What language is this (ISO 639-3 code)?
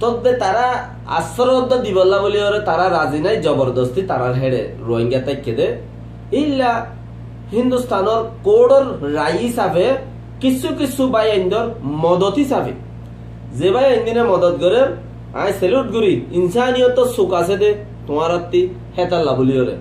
rhg